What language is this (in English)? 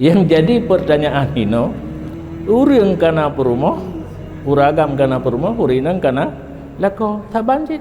Achinese